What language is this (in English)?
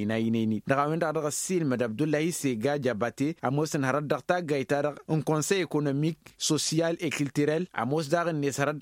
Tamasheq